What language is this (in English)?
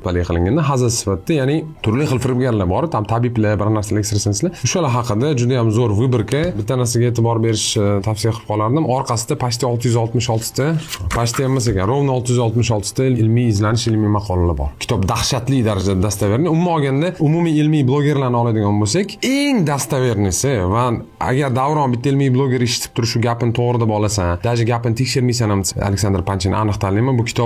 Uzbek